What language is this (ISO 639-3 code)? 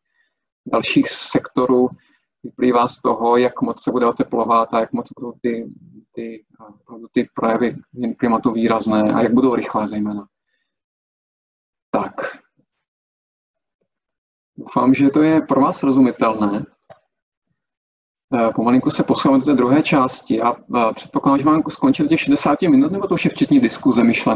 ces